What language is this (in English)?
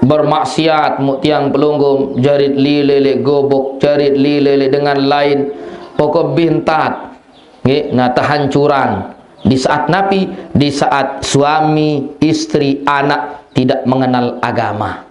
Sasak